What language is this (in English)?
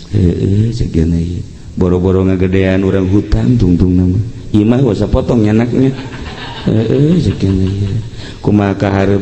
Sundanese